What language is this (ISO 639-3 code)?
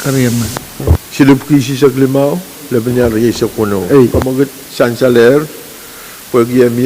pon